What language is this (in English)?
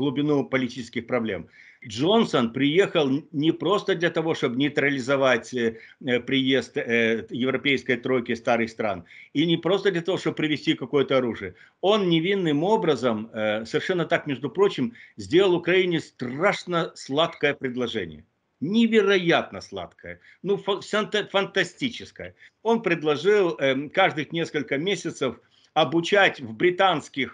Russian